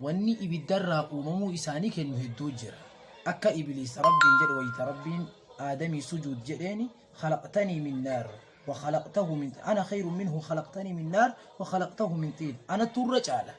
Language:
Oromo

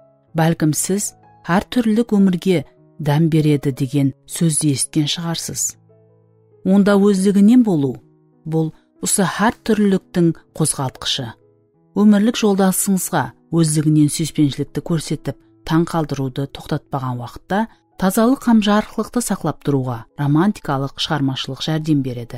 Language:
Kara-Kalpak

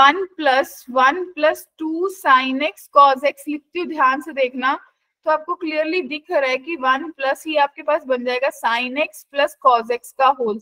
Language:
Hindi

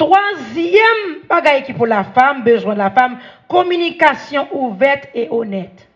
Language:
Haitian Creole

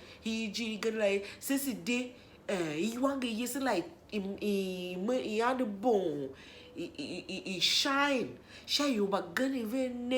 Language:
Tiv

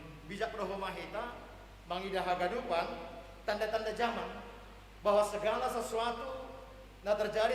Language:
Batak Simalungun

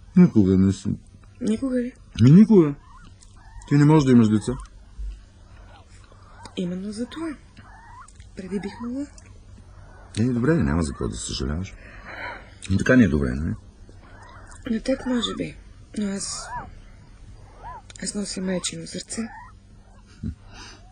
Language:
Bulgarian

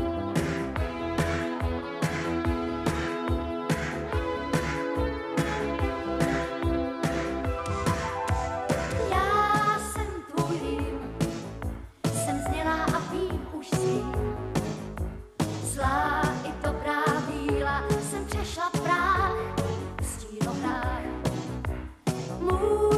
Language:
Czech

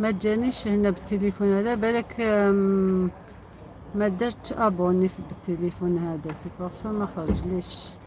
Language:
Algerian Arabic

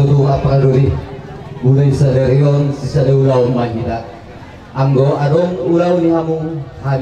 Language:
Batak Toba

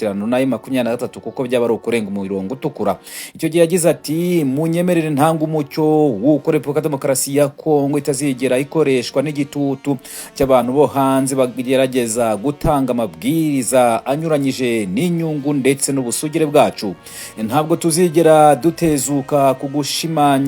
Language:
Kinyarwanda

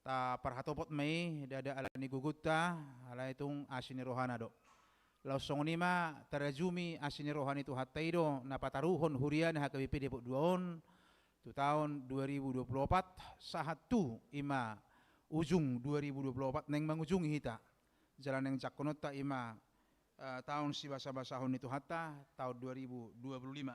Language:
Batak Toba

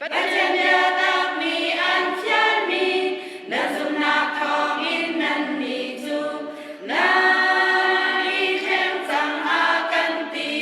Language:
Hakha Chin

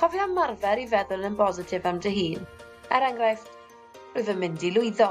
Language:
Welsh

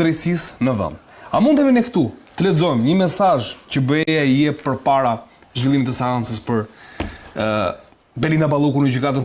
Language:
Albanian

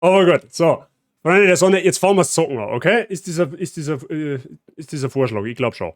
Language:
Bavarian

